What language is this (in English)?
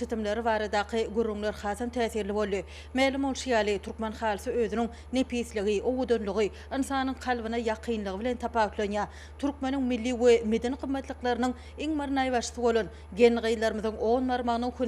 Turkmen